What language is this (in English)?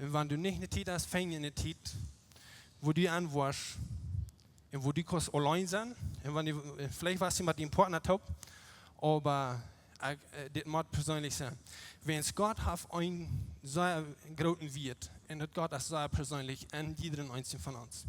Plautdietsch